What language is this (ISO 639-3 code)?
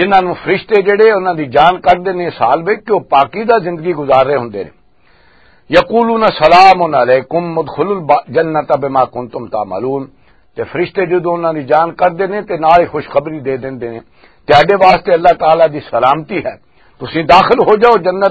lah